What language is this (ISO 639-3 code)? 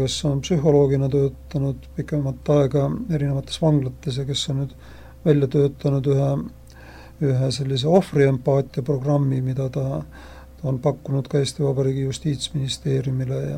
est